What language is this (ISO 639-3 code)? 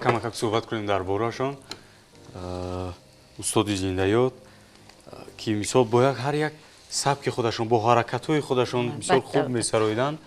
tgk